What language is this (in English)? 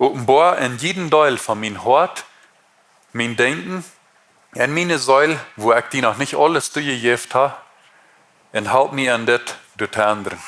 Plautdietsch